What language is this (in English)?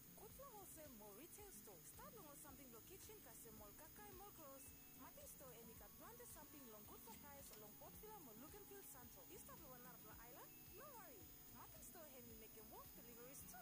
Bislama